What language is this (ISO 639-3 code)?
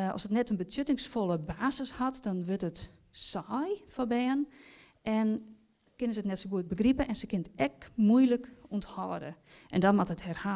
fry